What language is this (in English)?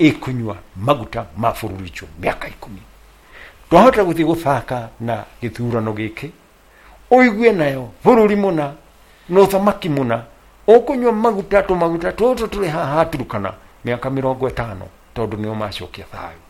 Kikuyu